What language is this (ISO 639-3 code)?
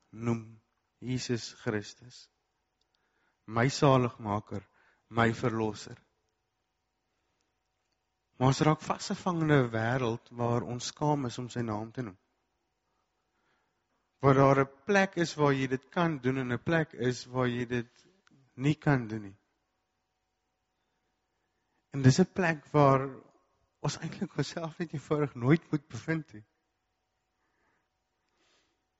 afr